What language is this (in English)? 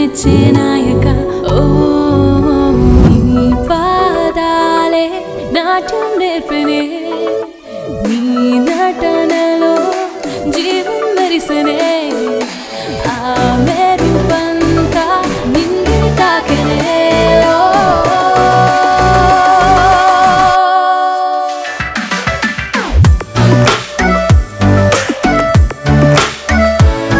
Telugu